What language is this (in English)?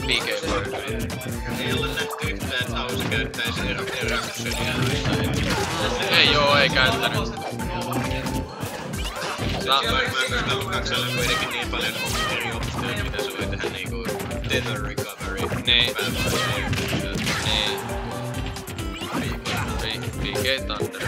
Finnish